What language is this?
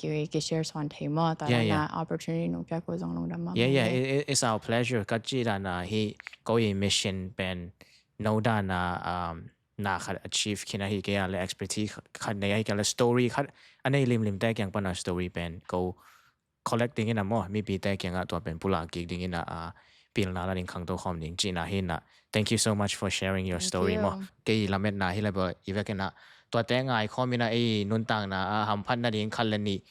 Tedim Chin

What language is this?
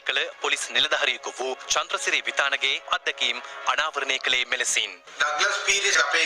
Sinhala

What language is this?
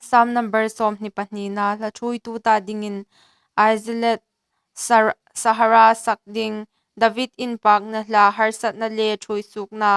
Hmar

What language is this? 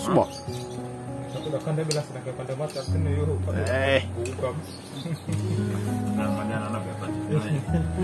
Indonesian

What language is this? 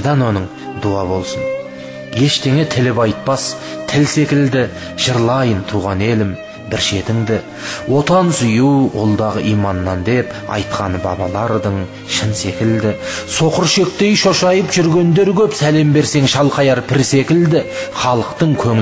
Kazakh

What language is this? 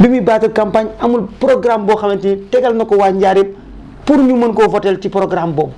Wolof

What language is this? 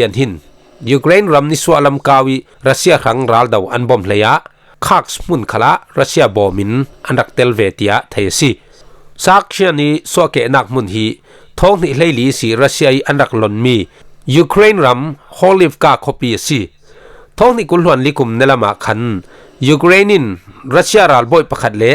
Falam Chin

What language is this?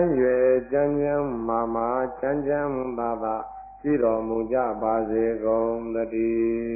Burmese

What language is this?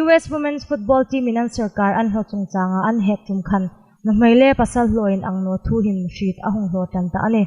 Hmar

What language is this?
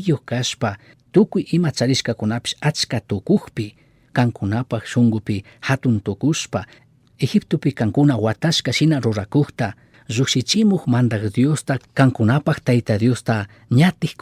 Chimborazo Highland Quichua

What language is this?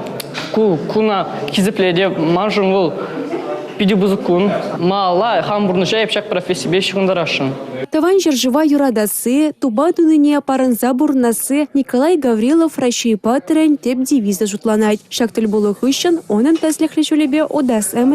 Chuvash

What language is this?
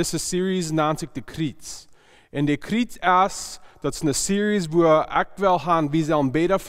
Plautdietsch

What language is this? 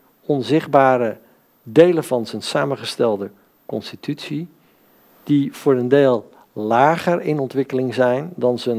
Dutch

